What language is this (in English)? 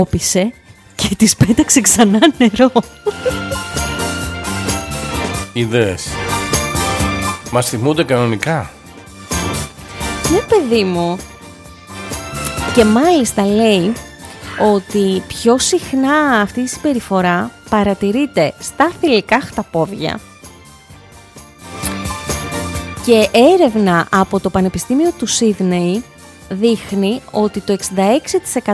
Greek